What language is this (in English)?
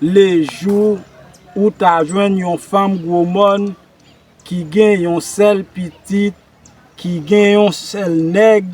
Haitian Creole